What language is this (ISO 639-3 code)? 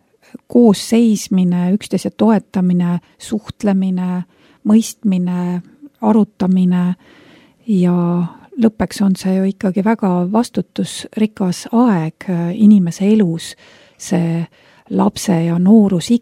est